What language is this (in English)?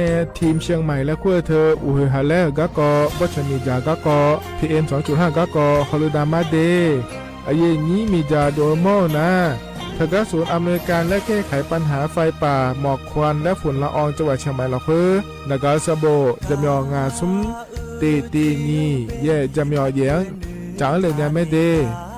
Akha